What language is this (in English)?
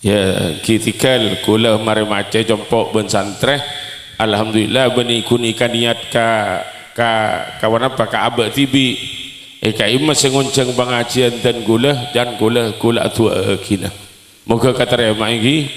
Madurese